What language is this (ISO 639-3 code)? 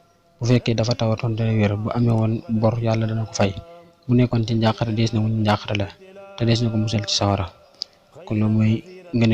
wol